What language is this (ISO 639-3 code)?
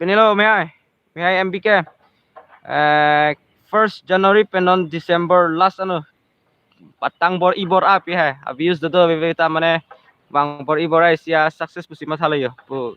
mjw